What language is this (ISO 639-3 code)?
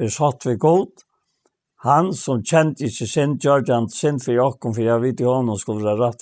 fao